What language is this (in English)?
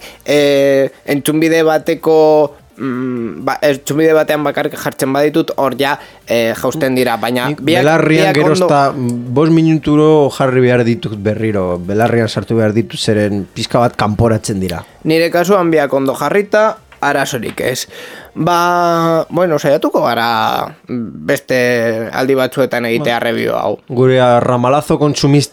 Basque